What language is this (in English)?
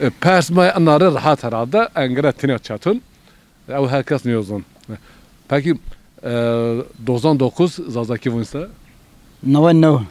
Zaza